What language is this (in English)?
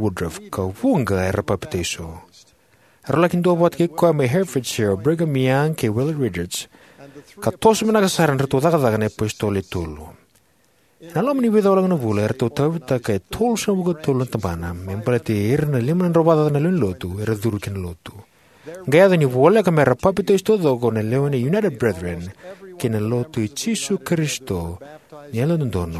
Fijian